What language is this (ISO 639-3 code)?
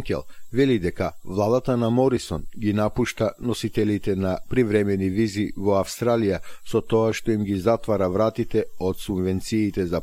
mkd